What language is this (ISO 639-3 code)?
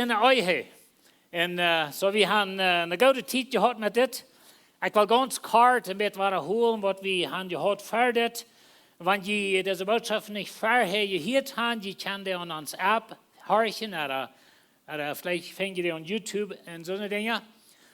pdt